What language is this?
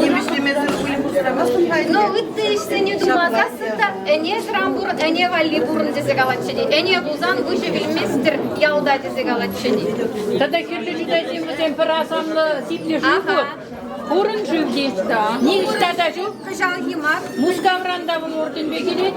Chuvash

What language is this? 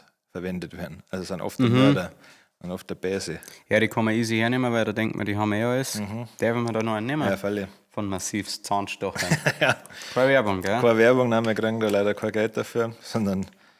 Bavarian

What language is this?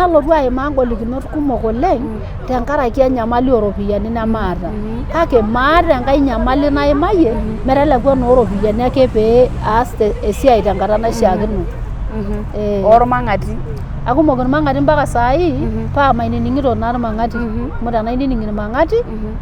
Masai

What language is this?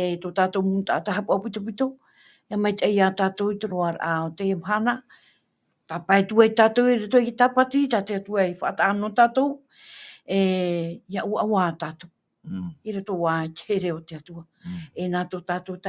Tahitian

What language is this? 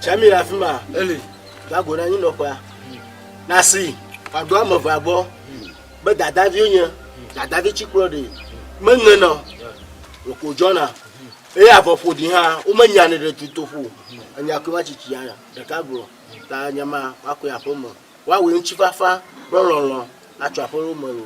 Ewe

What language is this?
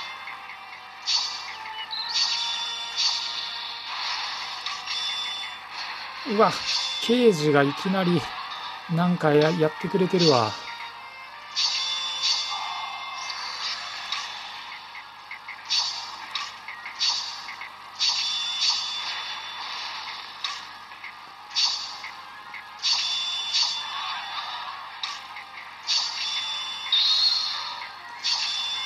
Japanese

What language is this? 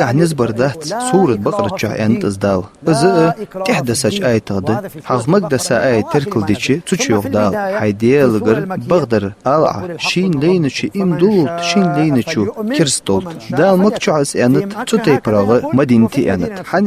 Ingush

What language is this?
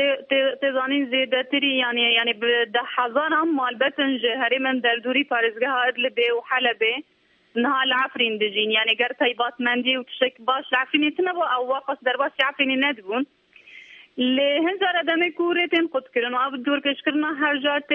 Kurdish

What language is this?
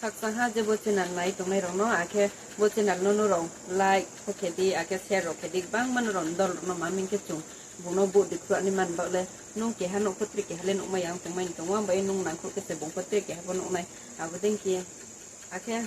Riang (India)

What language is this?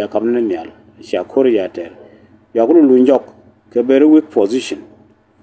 Nuer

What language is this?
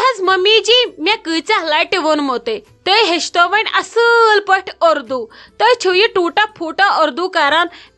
Kashmiri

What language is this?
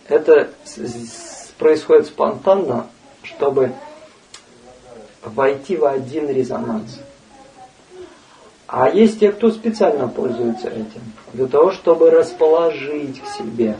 Russian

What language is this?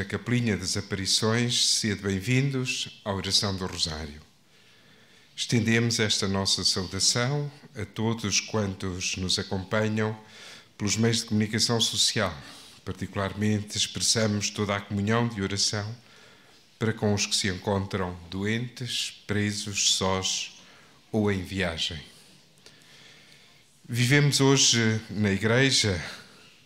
Portuguese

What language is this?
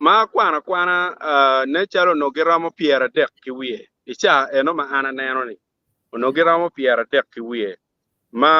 Acoli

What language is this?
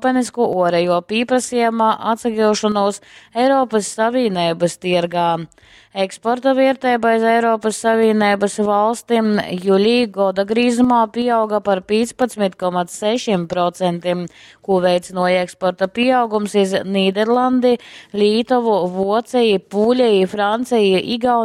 Latgalian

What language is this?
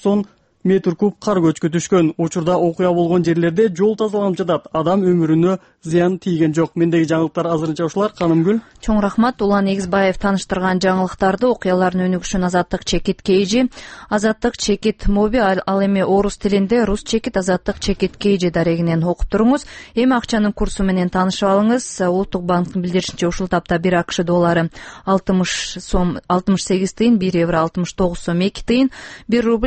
Kyrgyz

